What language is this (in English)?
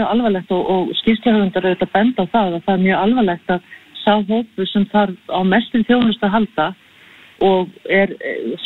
Icelandic